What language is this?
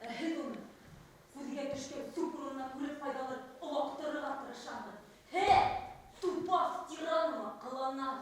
Bashkir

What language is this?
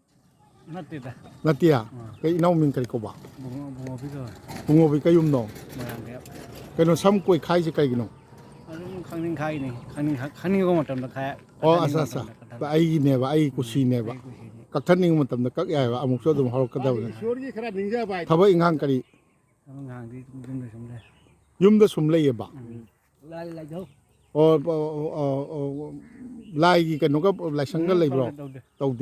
Manipuri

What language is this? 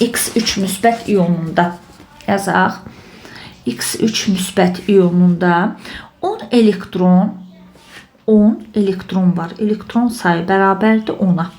Azerbaijani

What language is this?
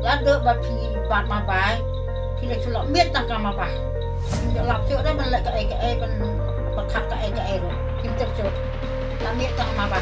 Khasi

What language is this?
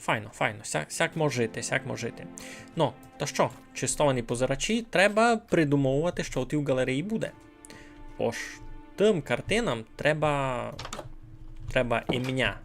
Rusyn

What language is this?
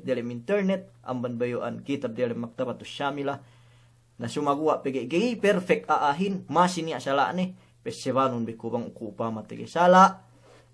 Yakan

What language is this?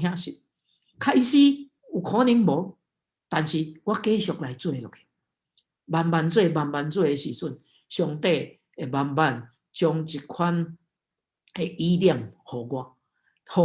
Min Nan Chinese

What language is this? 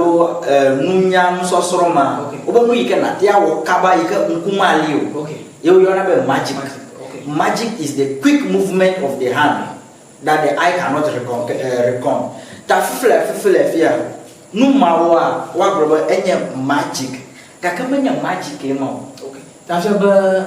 Ewe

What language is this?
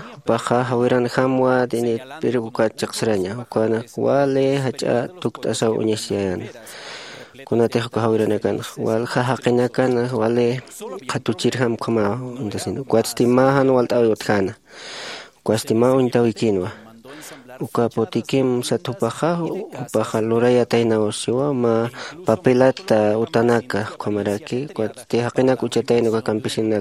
Aymara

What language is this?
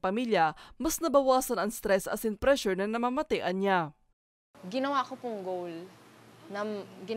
Bikol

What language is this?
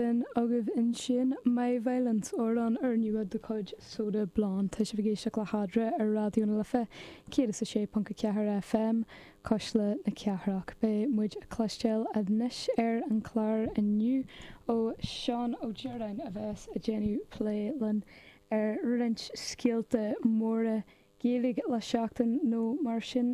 Irish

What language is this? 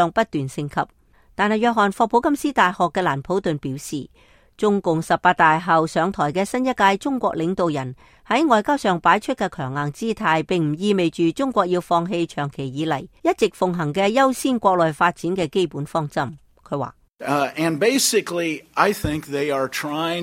Cantonese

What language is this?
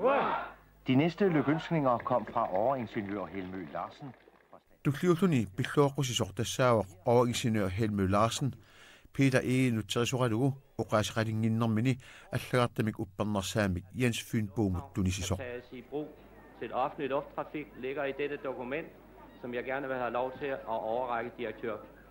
Kalaallisut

